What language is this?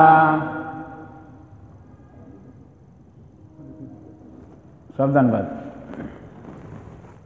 Odia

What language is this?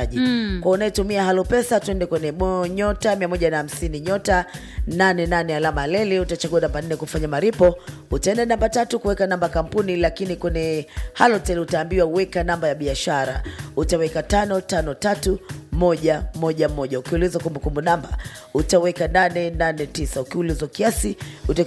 Swahili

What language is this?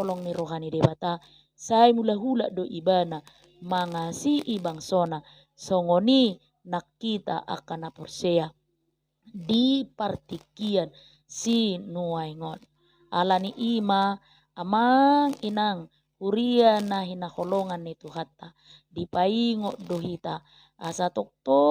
Batak Toba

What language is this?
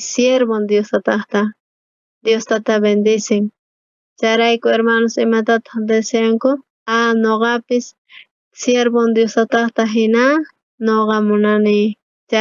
South Bolivian Quechua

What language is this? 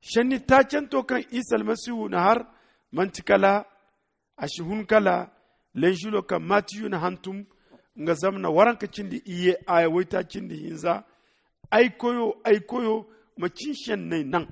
Zarma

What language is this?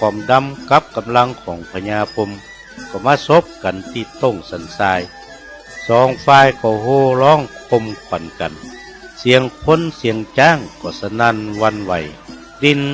Northern Thai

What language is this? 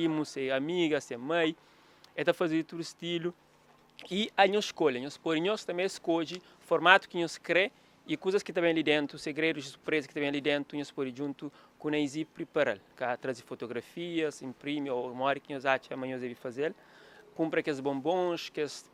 Kabuverdianu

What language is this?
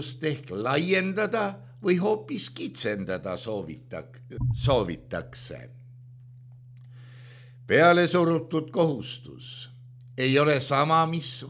Estonian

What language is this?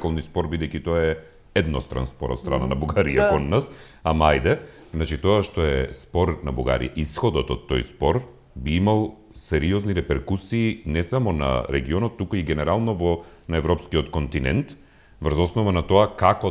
Macedonian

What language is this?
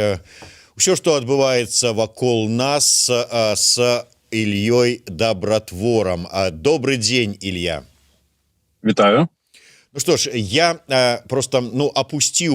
Belarusian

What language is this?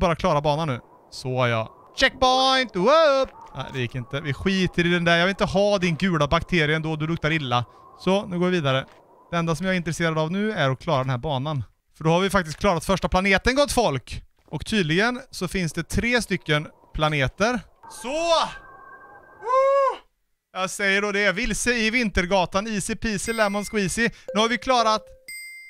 Swedish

